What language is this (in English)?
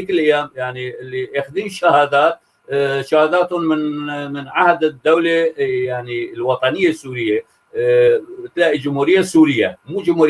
North Levantine Arabic